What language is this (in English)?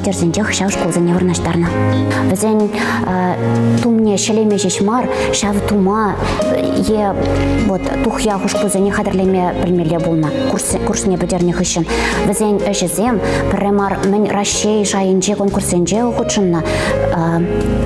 Chuvash